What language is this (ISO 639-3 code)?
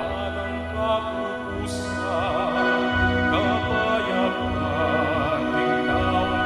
pam